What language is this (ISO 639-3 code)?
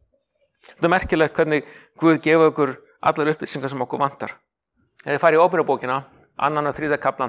isl